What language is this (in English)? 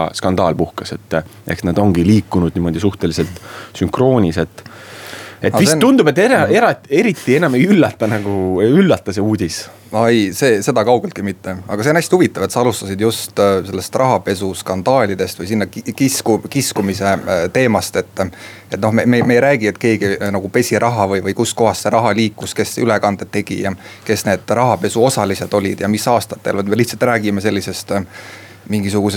Estonian